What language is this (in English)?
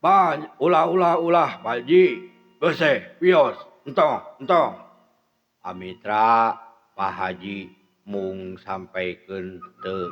Sundanese